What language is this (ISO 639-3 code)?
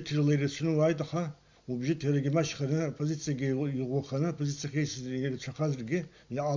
abk